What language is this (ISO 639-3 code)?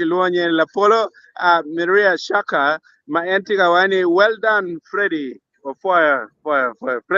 ach